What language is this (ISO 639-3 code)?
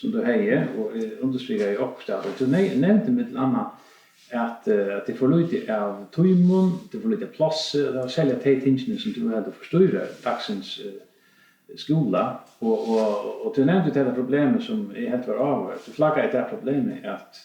fao